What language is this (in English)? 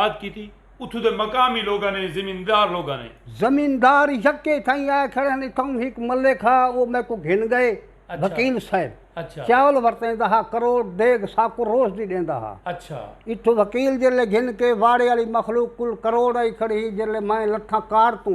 Saraiki